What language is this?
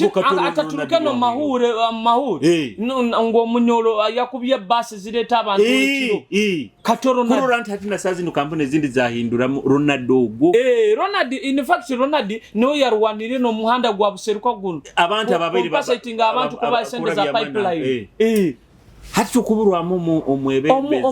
Nyoro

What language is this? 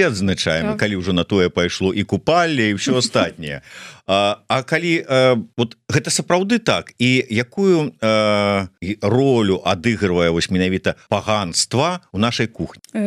Belarusian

